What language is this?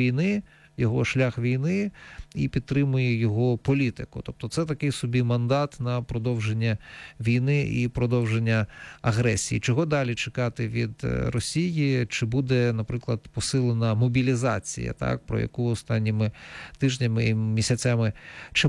Ukrainian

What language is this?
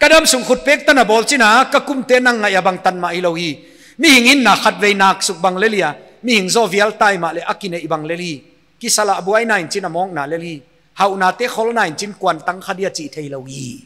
Paite Chin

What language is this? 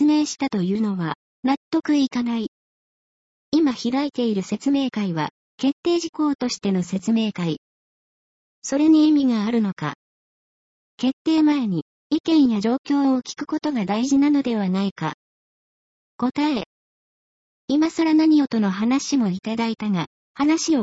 Japanese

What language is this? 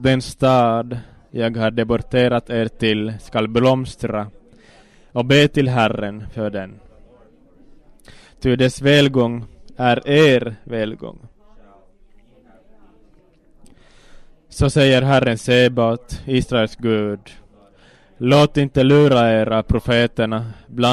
Swedish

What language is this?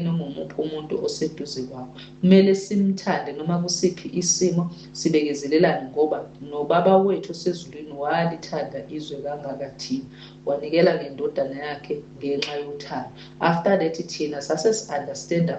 Zulu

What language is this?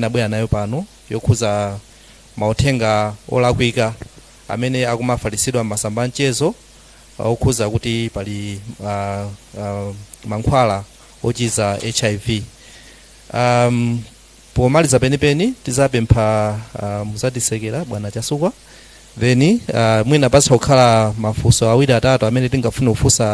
Nyanja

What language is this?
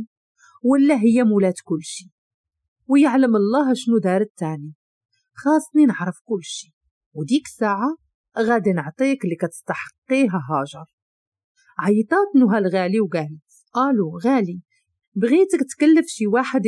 Moroccan Arabic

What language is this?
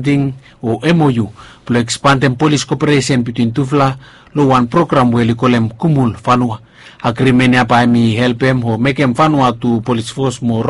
Bislama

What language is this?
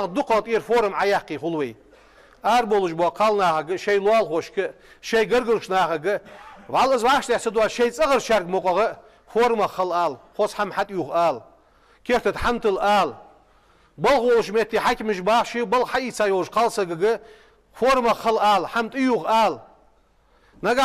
Ingush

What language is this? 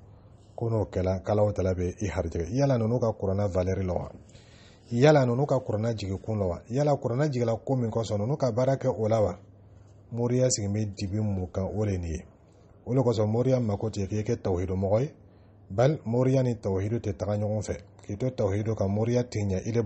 Dyula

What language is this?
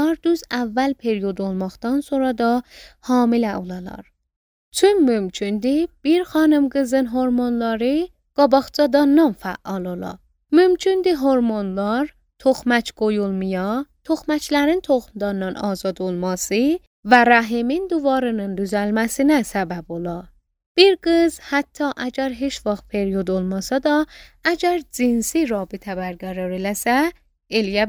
Azerbaijani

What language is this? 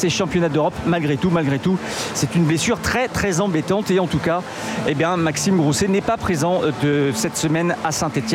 French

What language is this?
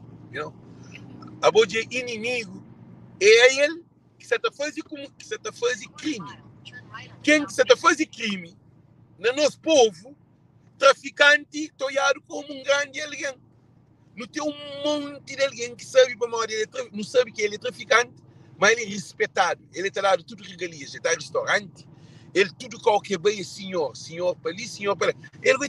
Kabuverdianu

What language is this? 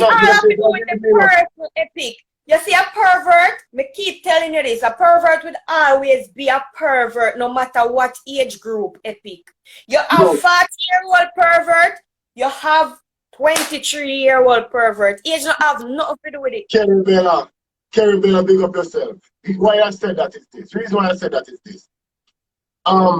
Jamaican Creole English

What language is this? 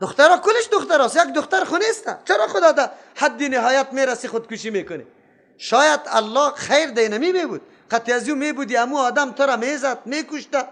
Persian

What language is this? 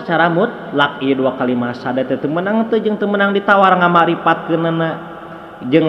Sundanese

